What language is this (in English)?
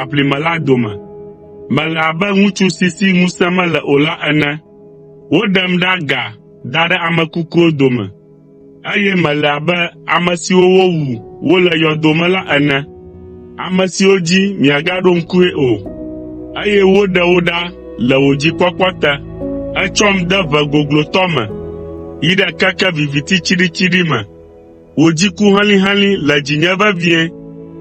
Ewe